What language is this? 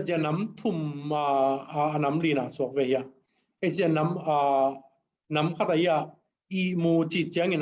Tedim Chin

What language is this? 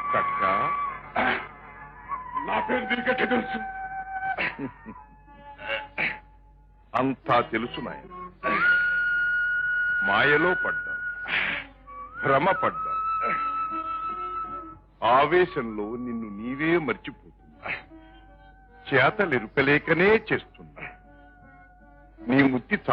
Telugu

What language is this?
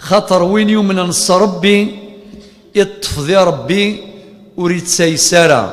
Kabyle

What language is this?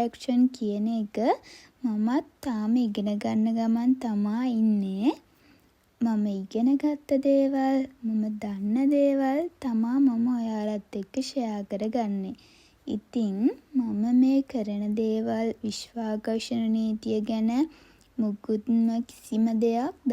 Sinhala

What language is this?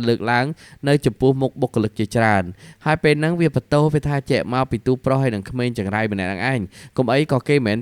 Khmer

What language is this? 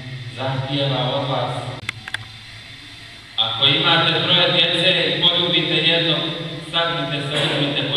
Bosnian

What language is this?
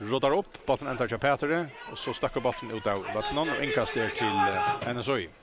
Faroese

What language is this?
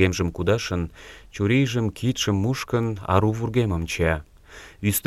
Mari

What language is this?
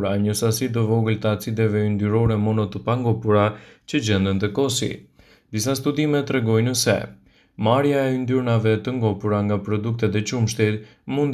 Albanian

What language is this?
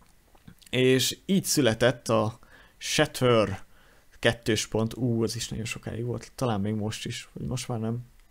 Hungarian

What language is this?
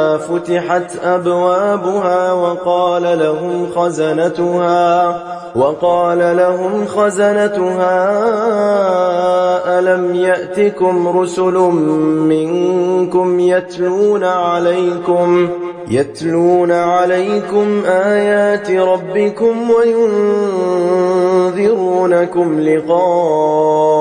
Arabic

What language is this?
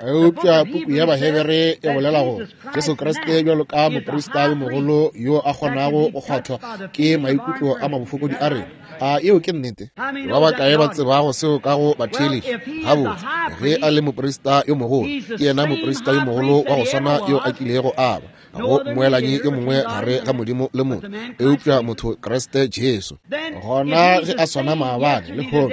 Northern Sotho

